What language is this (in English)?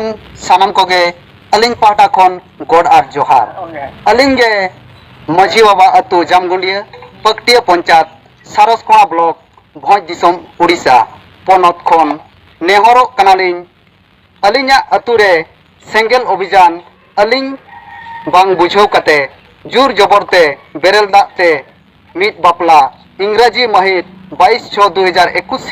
Santali